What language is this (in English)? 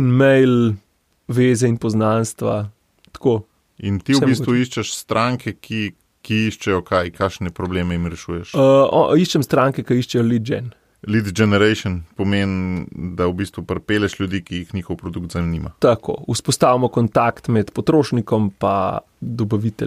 Slovenian